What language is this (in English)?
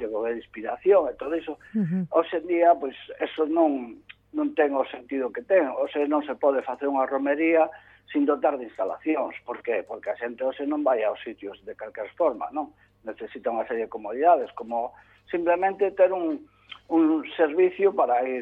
Galician